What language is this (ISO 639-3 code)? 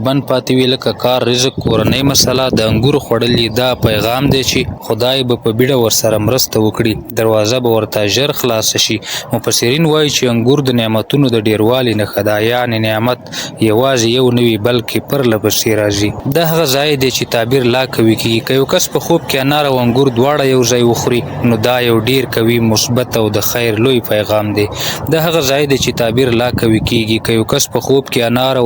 pus